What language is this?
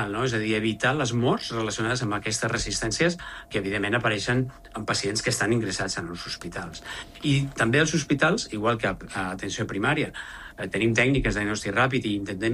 Catalan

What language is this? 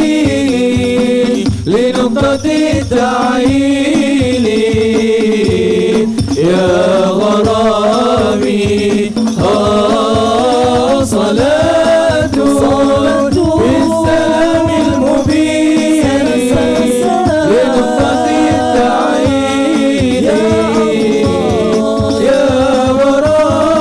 Malay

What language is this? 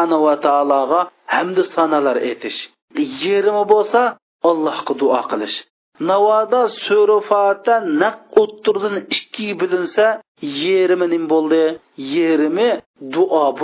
Uyghur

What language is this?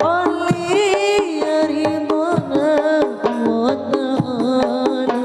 Madurese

